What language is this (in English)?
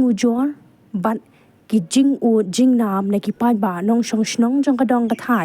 Khasi